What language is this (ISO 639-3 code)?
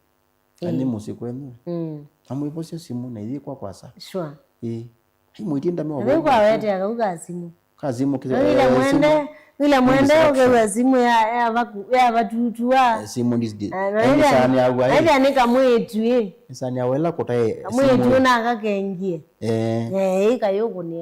kam